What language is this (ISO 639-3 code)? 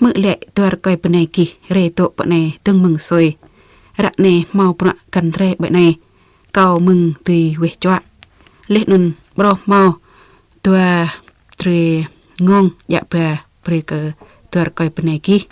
jra